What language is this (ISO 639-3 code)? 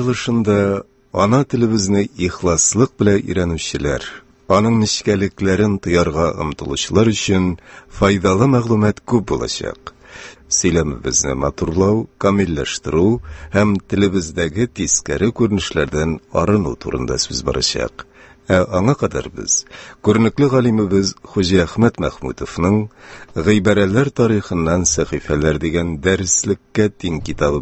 tat